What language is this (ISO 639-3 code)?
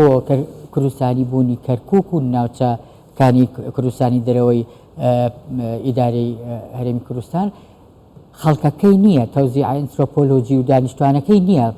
ckb